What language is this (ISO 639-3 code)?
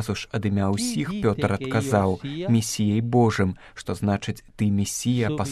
bel